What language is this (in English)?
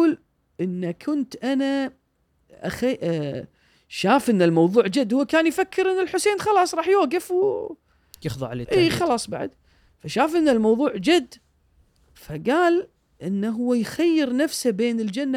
Gulf Arabic